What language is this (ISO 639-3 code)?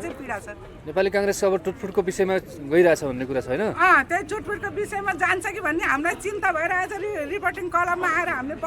nep